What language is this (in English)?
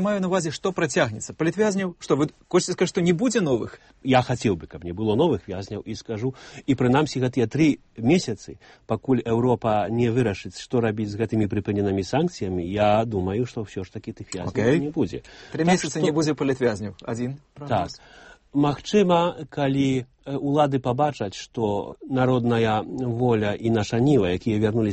Belarusian